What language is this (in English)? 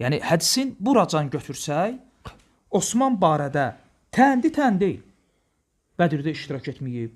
Azerbaijani